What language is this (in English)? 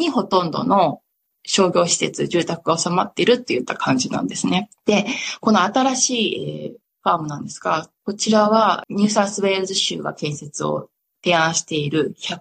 Japanese